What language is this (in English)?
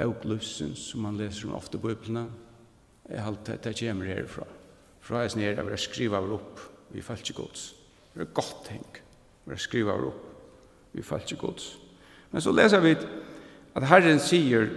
Faroese